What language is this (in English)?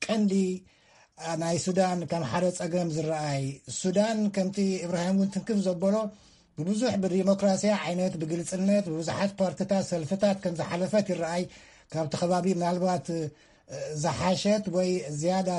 Tigrinya